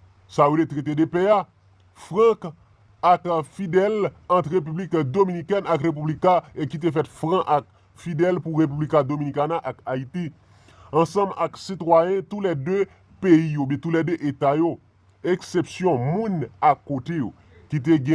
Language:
Haitian Creole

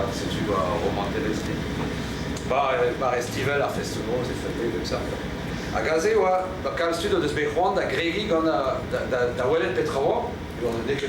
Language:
Breton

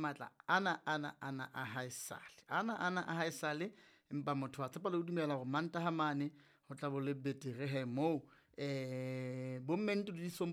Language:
Southern Sotho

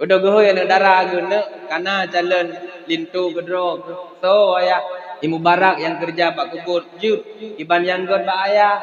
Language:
Achinese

